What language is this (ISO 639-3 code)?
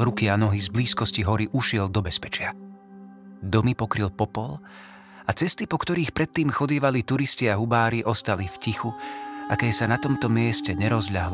slk